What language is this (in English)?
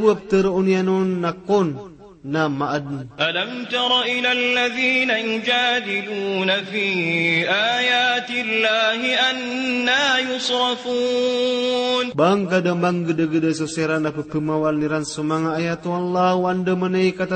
Maranao